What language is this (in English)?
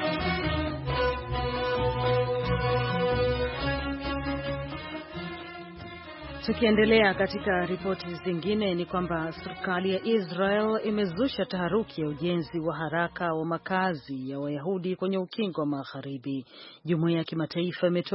Swahili